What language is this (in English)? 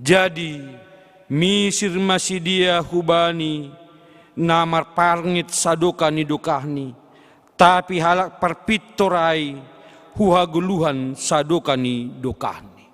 Batak Simalungun